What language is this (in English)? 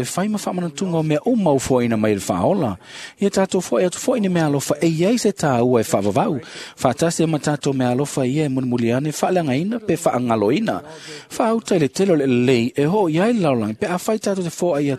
Samoan